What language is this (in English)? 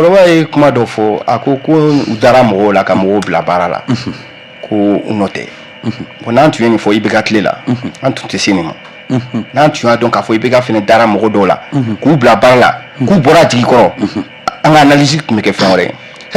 Bambara